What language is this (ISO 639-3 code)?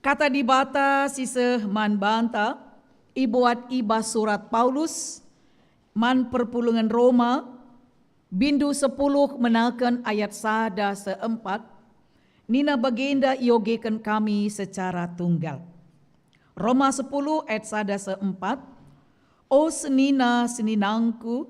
btx